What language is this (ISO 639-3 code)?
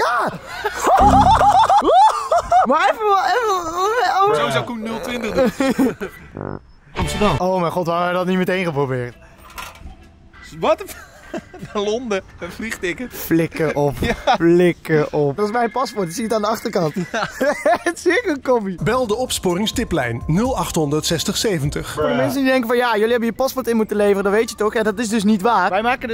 nld